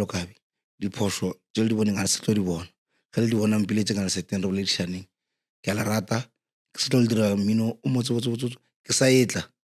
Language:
Northern Sotho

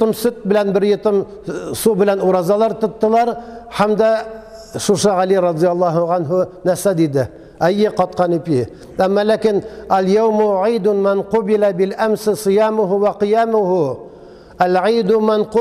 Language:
Tatar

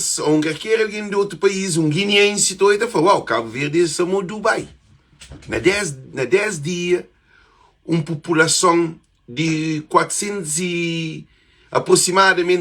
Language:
Kabuverdianu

